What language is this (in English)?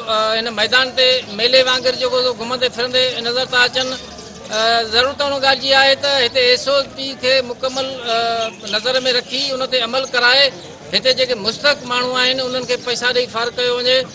Sindhi